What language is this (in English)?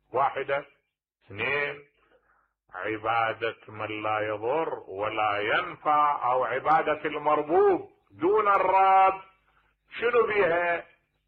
Mesopotamian Arabic